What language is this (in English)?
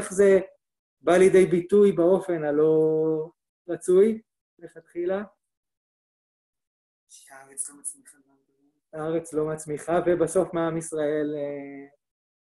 Hebrew